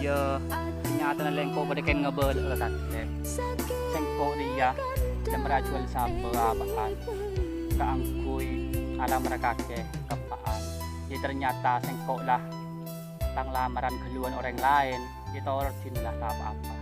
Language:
Madurese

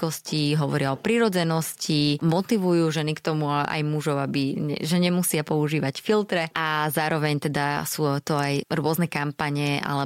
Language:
Slovak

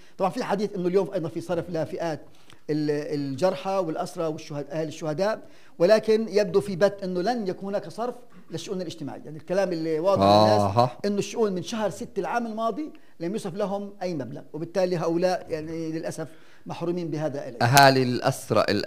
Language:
North Levantine Arabic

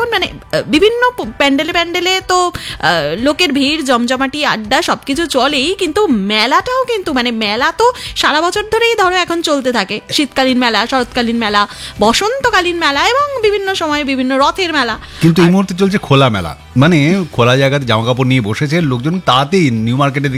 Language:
Bangla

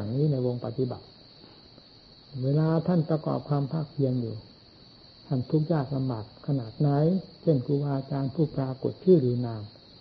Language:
Thai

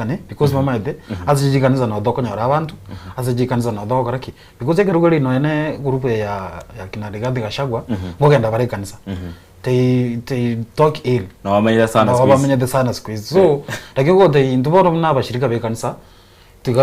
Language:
Gusii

